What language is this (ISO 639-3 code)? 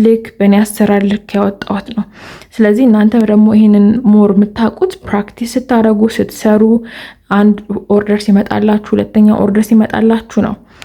amh